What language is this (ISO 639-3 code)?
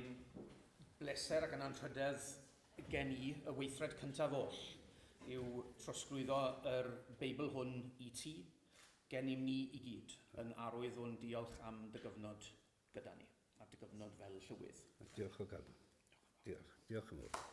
cym